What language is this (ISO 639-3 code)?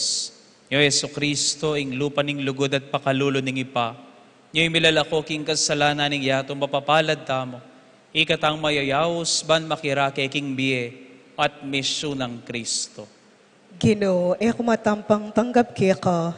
pam